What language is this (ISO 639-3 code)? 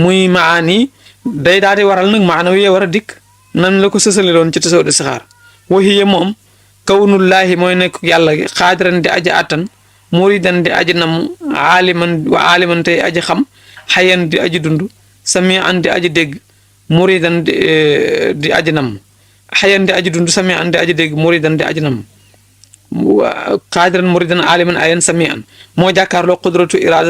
wol